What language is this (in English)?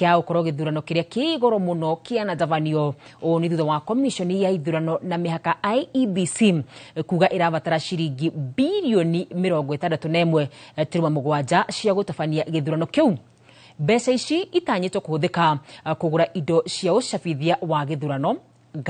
Kikuyu